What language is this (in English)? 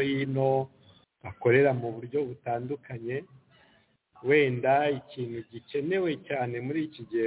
Kinyarwanda